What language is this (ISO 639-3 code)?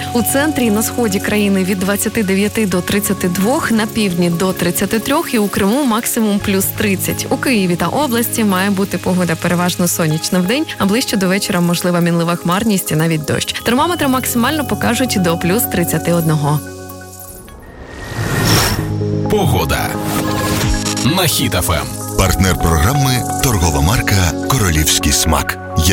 ukr